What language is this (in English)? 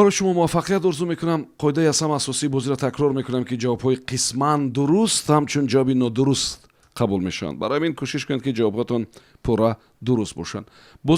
Tajik